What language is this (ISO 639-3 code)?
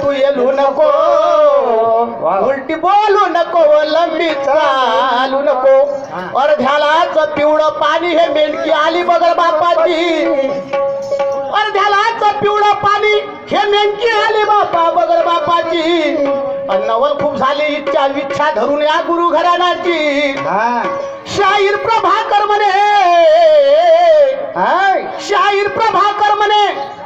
mar